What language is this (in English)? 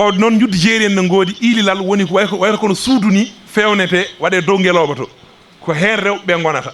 Fula